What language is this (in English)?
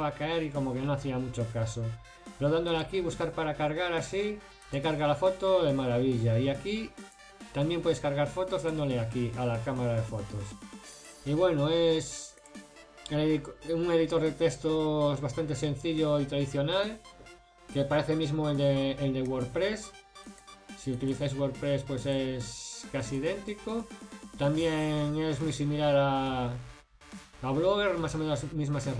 Spanish